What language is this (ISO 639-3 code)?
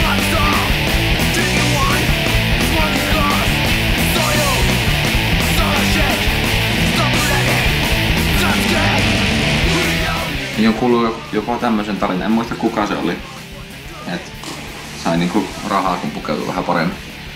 fin